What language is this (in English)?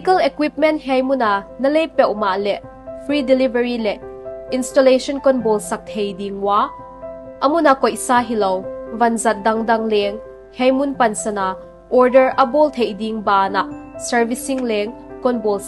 Paite Chin